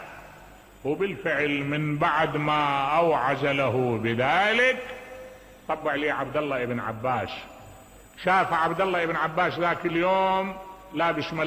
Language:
Mesopotamian Arabic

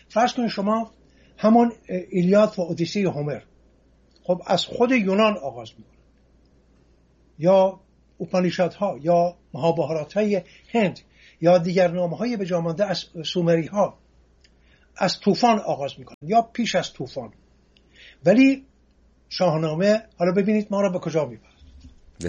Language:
Persian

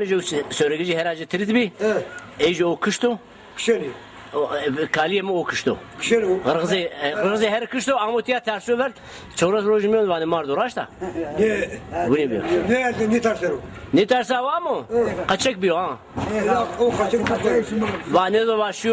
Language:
Zaza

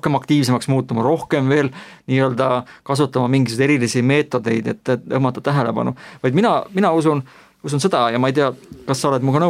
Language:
Estonian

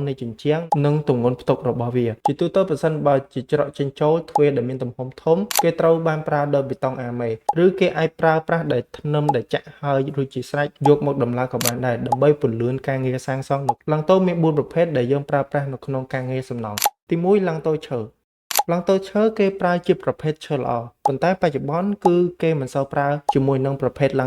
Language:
Khmer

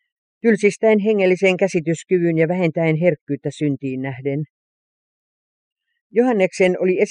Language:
Finnish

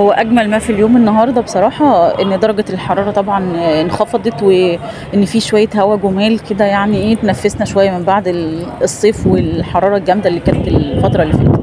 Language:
Egyptian Arabic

